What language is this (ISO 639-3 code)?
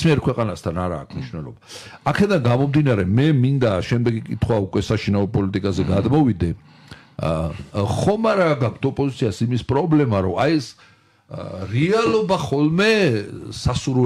kat